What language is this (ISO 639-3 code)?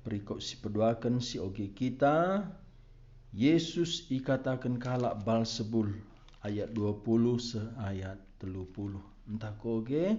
btx